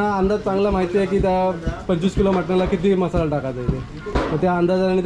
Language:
Marathi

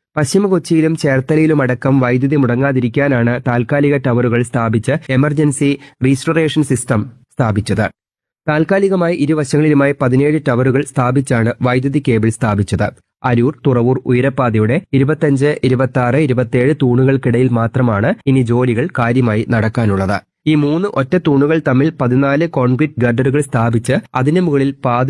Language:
Malayalam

